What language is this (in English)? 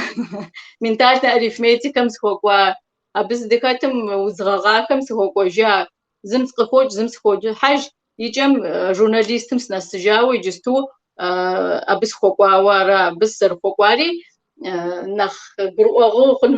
Kabardian